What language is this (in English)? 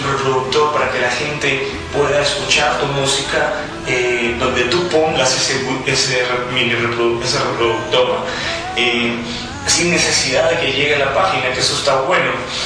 Spanish